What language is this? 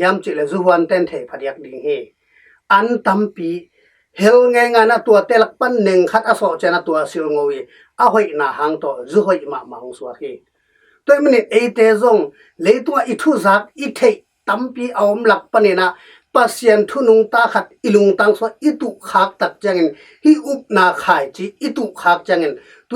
Tedim Chin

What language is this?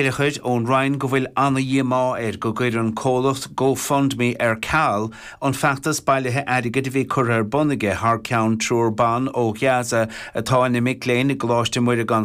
Irish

